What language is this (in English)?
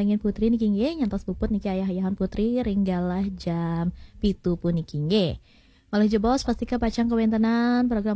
Balinese